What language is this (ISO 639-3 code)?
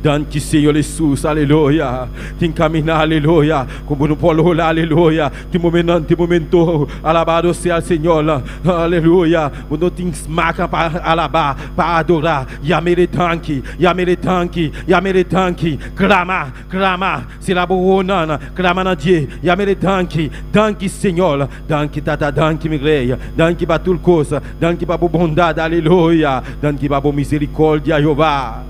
pap